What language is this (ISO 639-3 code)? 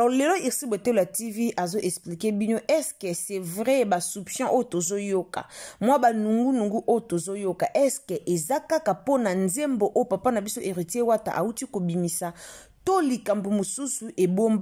lin